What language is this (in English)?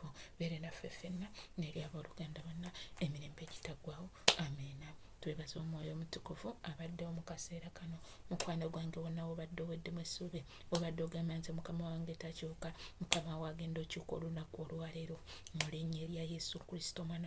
Ganda